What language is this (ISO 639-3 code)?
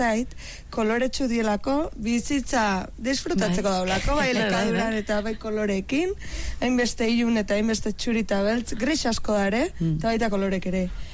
eus